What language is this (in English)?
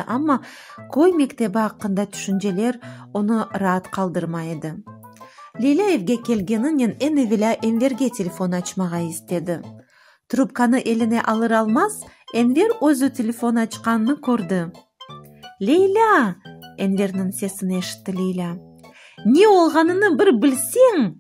Crimean Tatar